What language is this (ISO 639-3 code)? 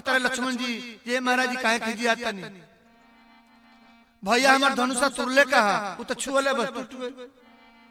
bho